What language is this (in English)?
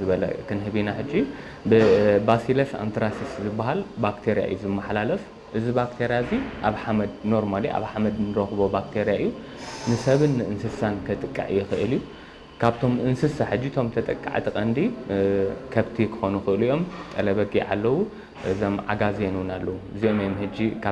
Tigrinya